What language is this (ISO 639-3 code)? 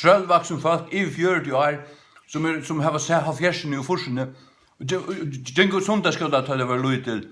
fao